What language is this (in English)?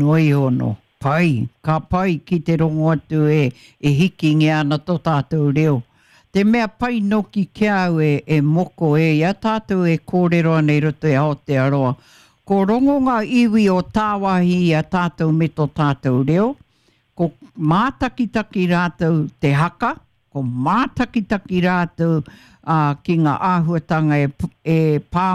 Māori